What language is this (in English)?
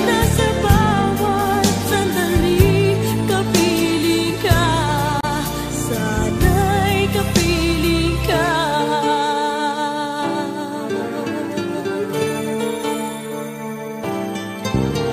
Filipino